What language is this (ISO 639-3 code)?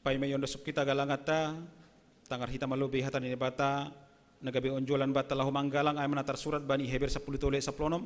bts